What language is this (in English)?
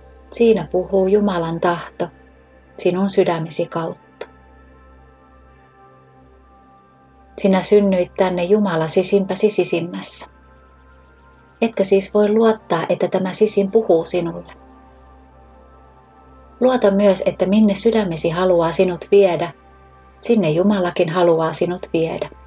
Finnish